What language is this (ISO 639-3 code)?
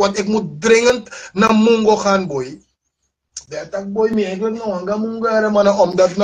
srn